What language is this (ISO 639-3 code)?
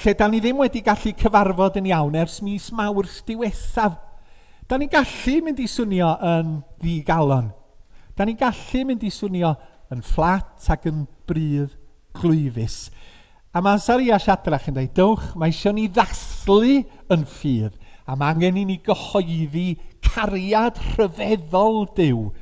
cym